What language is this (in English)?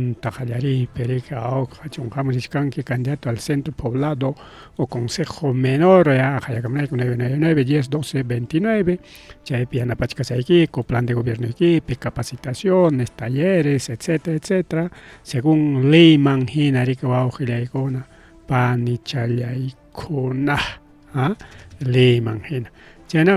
Ayacucho Quechua